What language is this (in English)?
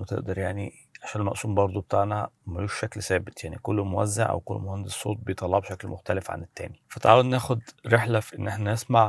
Egyptian Arabic